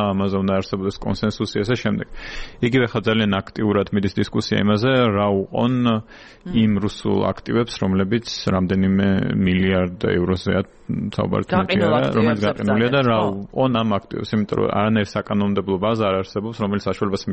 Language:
Georgian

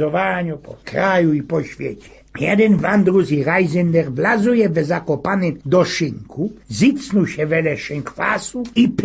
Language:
Silesian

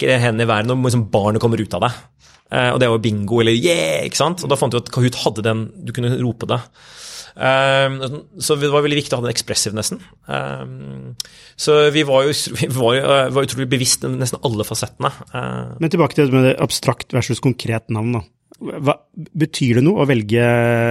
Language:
Norwegian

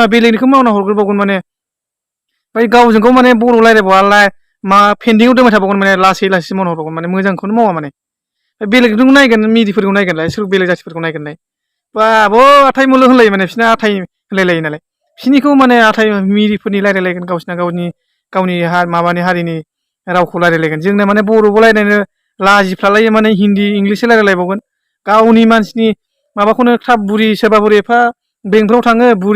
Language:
Bodo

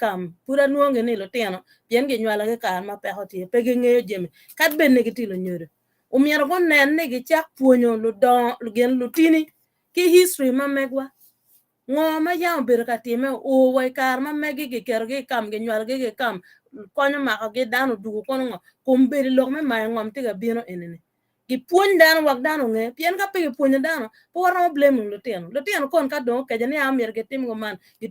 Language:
Acoli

